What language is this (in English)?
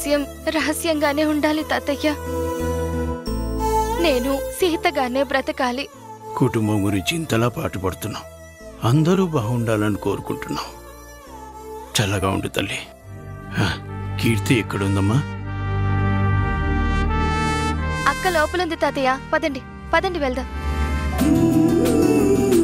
Telugu